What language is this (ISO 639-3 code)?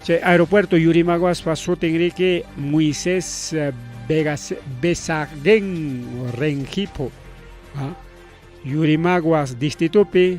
quy